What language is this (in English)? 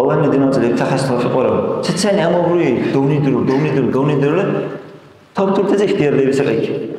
Dargwa